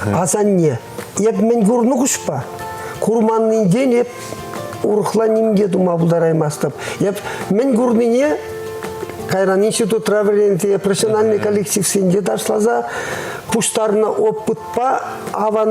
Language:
Chuvash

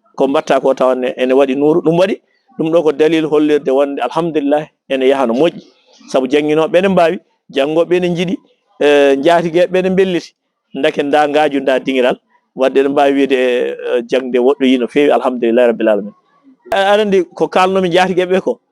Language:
Fula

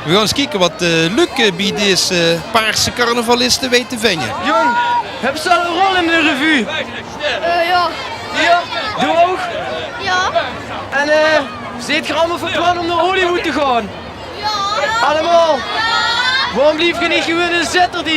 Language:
Limburgish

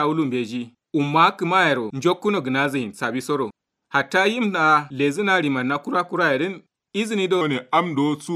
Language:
Kanuri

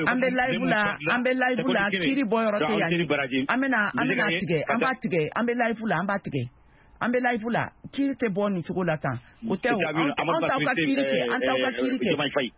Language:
Bambara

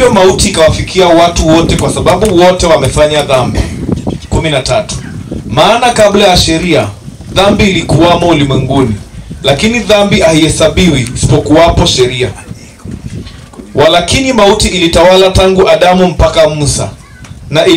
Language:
Swahili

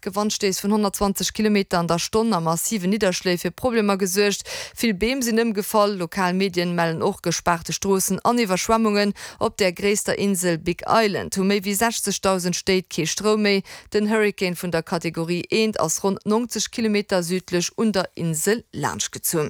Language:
Luxembourgish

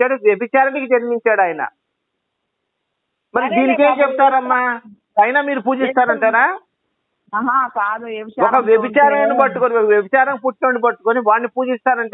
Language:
Telugu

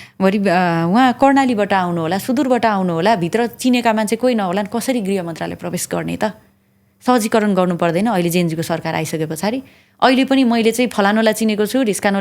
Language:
Nepali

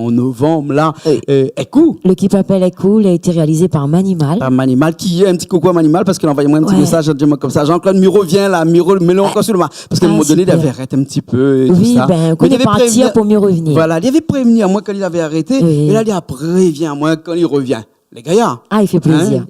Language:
Réunion Creole French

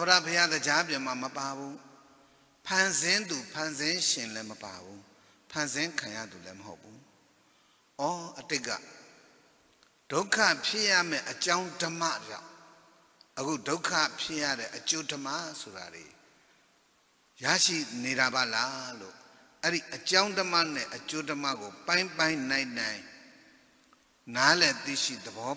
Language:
Burmese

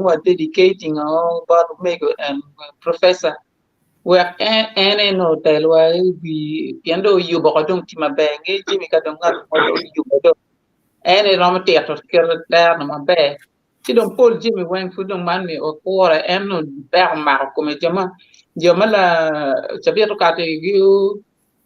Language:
Acoli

